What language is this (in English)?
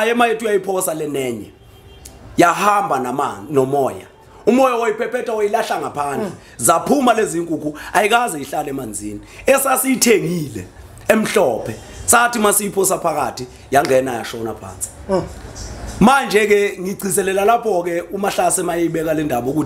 Zulu